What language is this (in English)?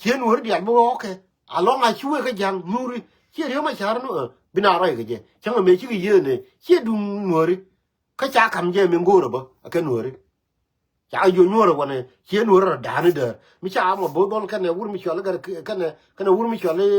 Nuer